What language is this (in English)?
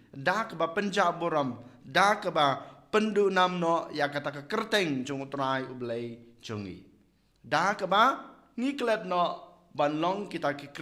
Khasi